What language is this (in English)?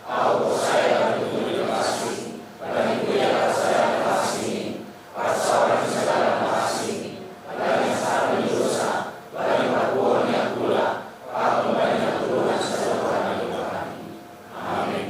Batak Simalungun